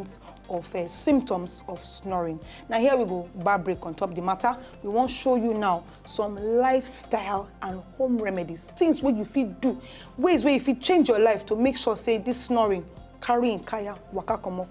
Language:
Nigerian Pidgin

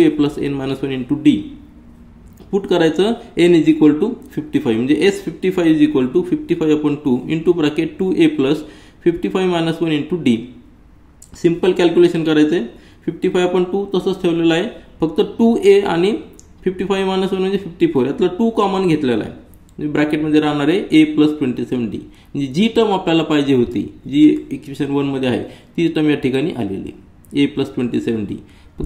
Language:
Marathi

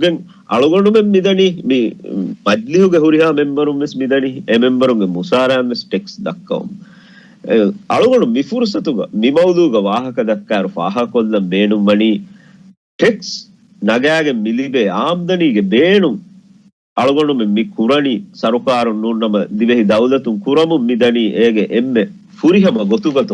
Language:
Divehi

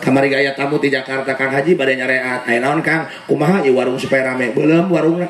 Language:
Sundanese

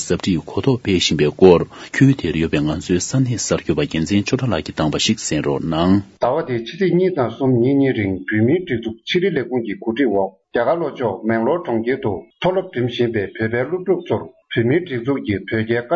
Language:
Tibetan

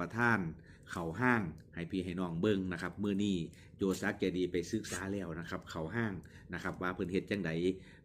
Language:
Northeastern Thai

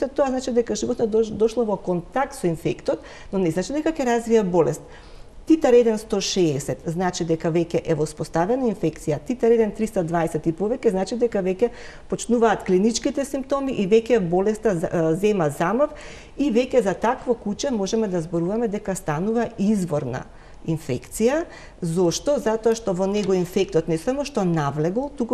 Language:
Macedonian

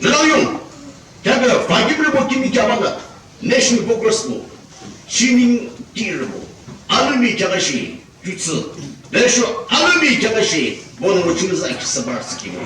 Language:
Yimchungru Naga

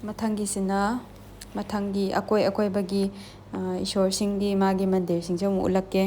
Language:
Manipuri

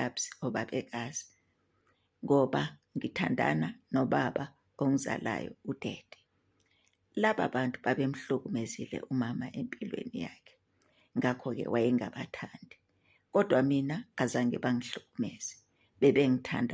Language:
Zulu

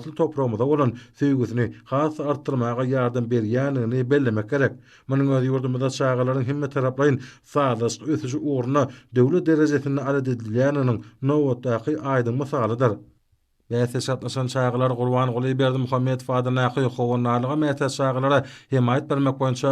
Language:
Turkmen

